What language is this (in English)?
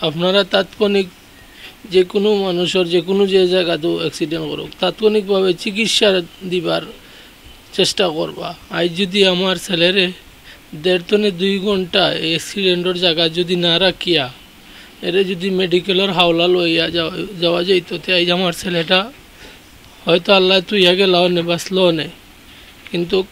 Sylheti